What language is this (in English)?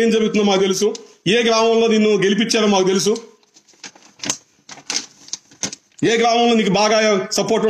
Telugu